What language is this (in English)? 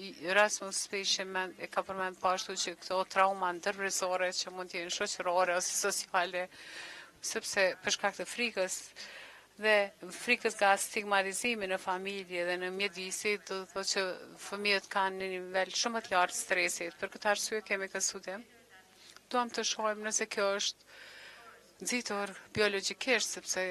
Albanian